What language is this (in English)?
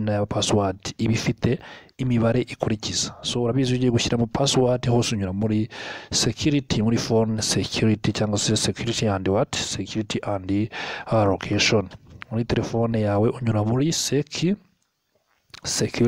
Kinyarwanda